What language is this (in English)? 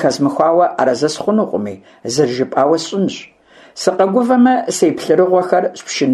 Kabardian